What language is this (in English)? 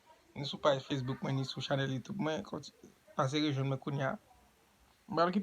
Haitian Creole